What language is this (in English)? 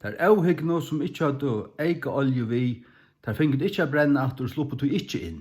Faroese